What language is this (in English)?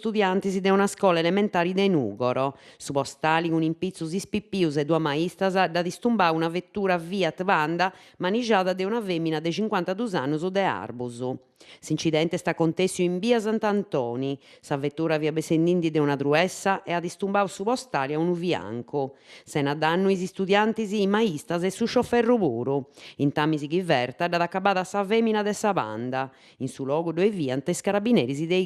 Sardinian